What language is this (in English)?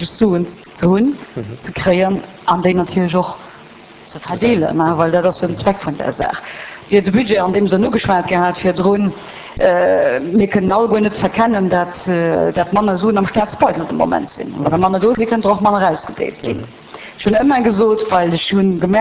Luxembourgish